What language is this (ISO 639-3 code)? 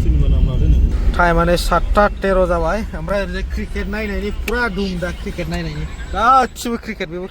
brx